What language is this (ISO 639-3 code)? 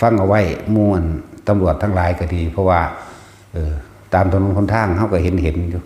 tts